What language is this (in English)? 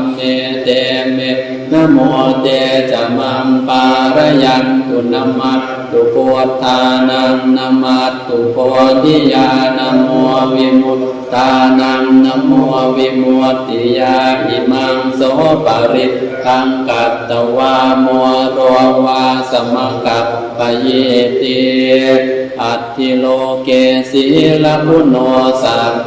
Pali